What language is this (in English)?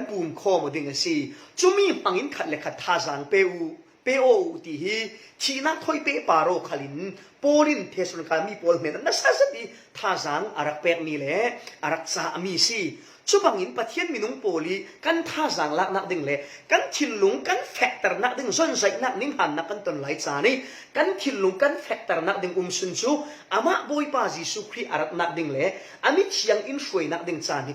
Falam Chin